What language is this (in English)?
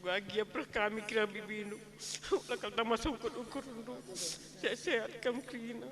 Batak Karo